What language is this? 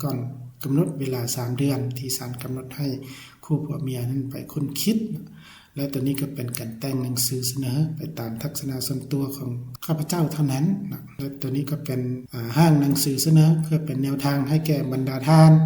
Lao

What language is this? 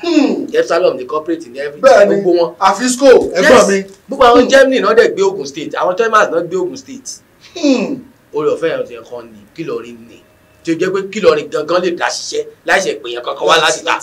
Yoruba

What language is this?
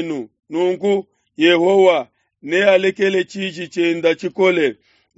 Luba-Lulua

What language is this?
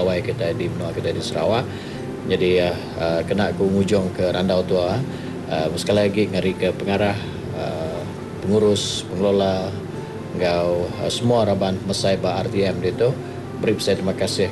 Iban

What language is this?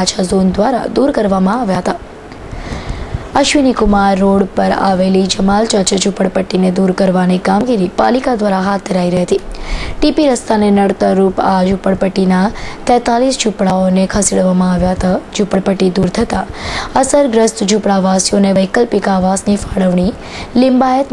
Gujarati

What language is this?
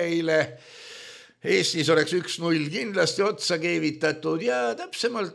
Estonian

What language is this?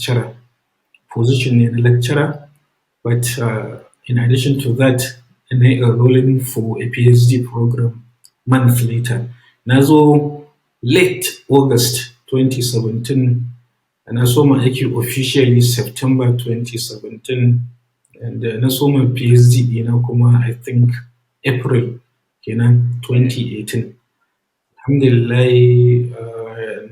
Hausa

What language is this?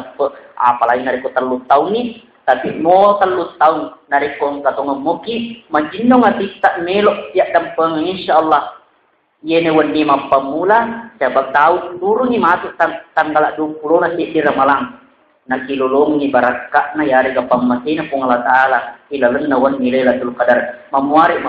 Buginese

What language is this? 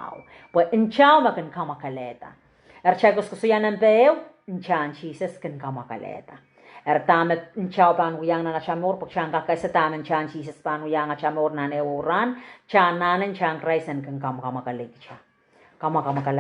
Pohnpeian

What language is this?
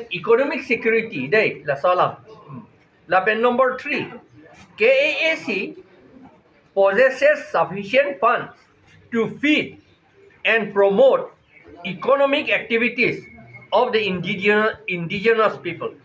Karbi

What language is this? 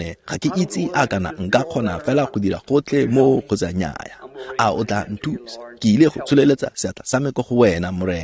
Tswana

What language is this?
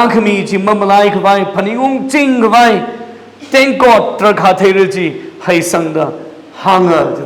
Tangkhul Naga (India)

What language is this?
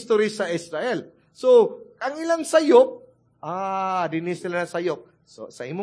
Cebuano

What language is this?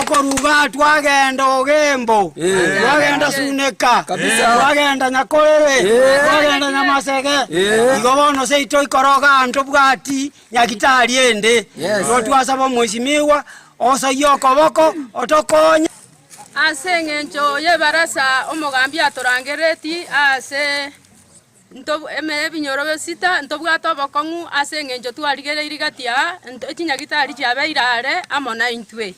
Gusii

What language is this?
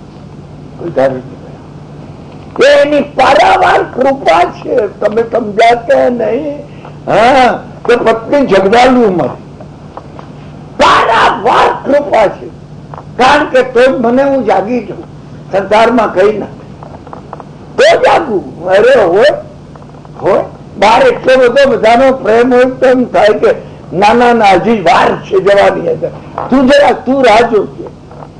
Gujarati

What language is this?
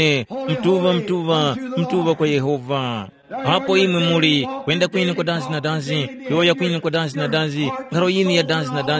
Tumbuka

